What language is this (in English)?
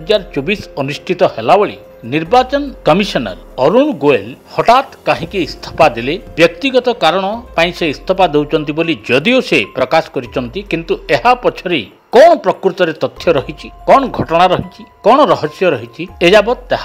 Odia